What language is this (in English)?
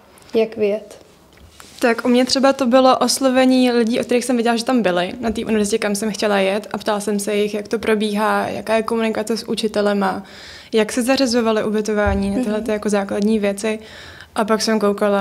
Czech